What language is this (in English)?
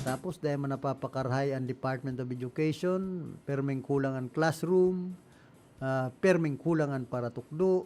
Bikol